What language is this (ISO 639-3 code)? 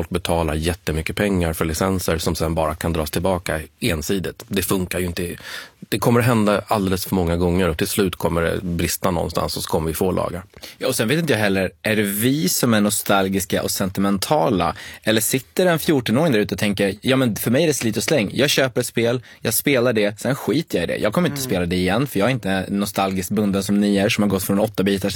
swe